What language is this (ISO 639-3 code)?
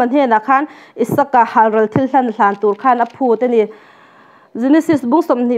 lus